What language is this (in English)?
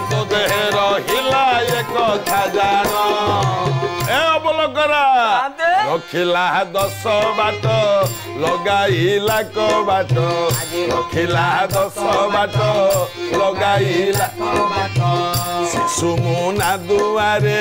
Odia